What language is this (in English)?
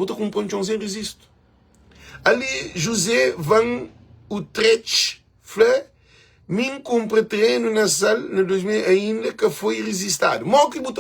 Kabuverdianu